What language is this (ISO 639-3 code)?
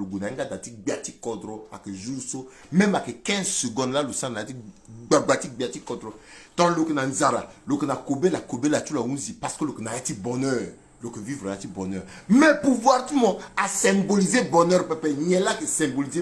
sag